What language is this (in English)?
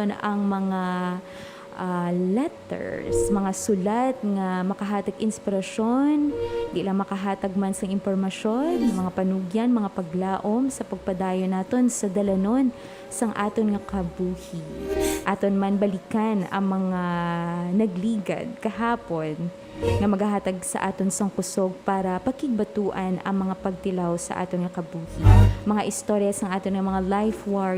Hiligaynon